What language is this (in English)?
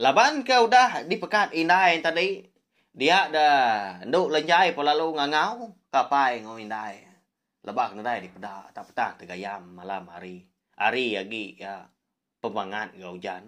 Iban